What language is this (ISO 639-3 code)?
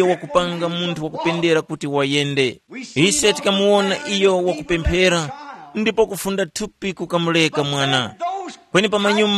tum